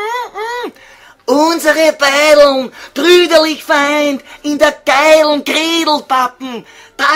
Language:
Bavarian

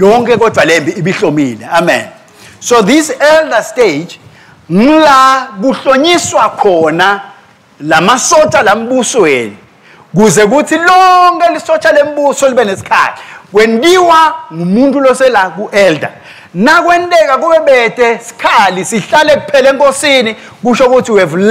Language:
Swati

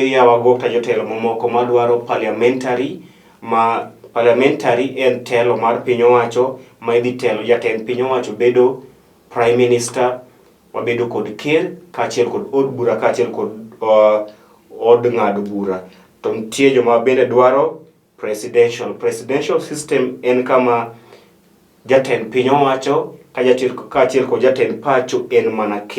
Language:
Luo (Kenya and Tanzania)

